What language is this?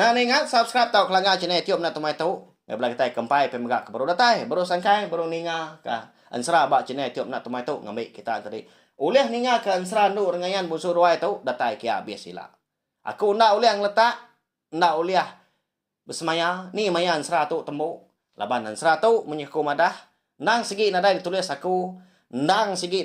Iban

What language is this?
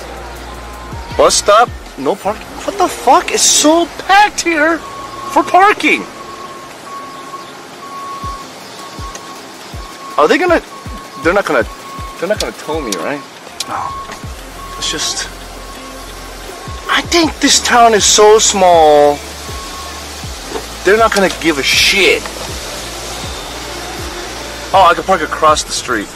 English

